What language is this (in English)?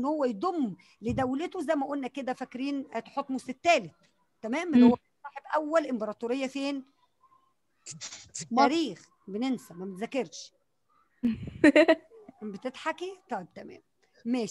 Egyptian Arabic